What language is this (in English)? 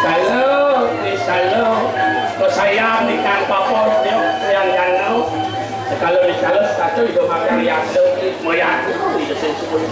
Balinese